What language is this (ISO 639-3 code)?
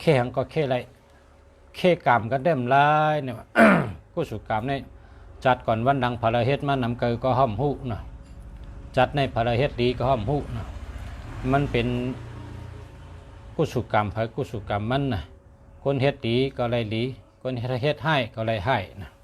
shn